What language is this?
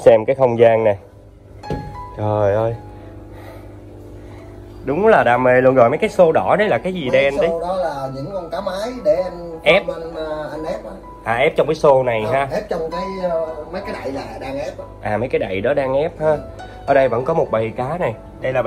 Vietnamese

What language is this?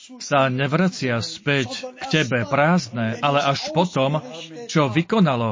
Slovak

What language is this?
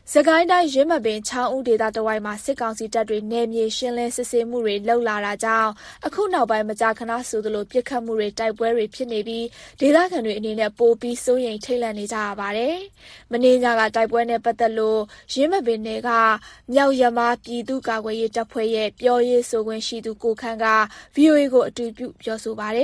Burmese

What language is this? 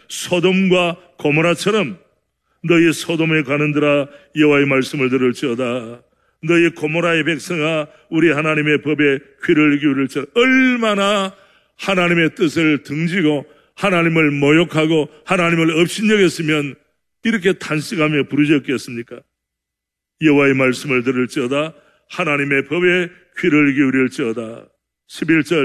Korean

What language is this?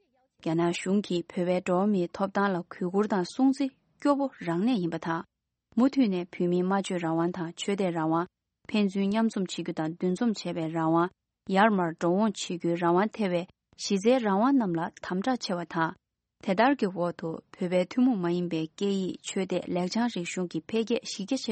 Tibetan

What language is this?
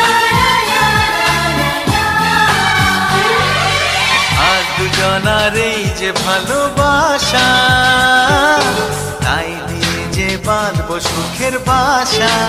Bangla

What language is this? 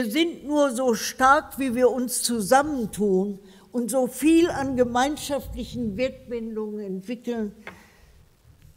German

